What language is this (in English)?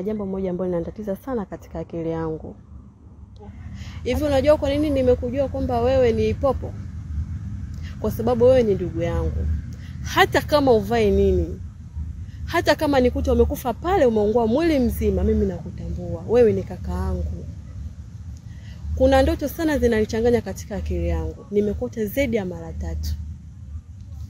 Swahili